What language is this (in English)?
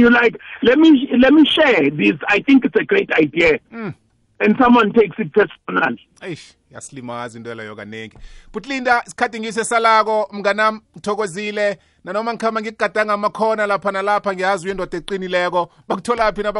South Ndebele